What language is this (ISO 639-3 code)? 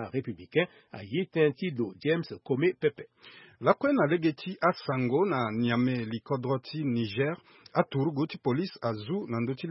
sag